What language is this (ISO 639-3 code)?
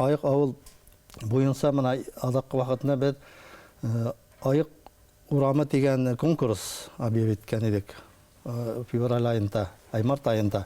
bak